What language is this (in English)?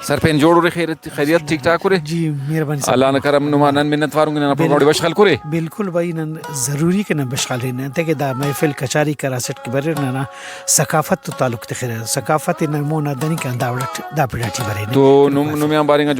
Brahui